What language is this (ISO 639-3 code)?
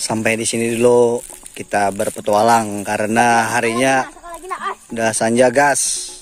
bjn